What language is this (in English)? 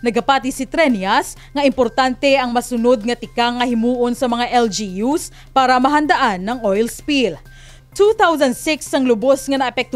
Hiligaynon